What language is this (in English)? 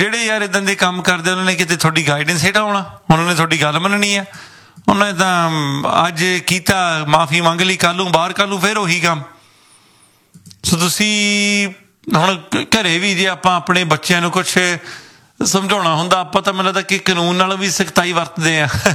Punjabi